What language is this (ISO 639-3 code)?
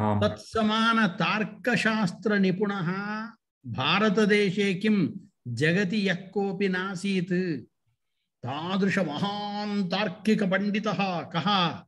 san